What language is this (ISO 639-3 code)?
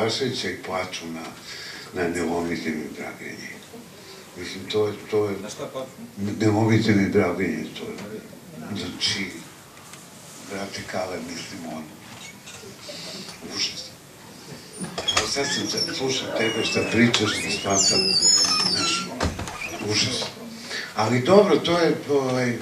srp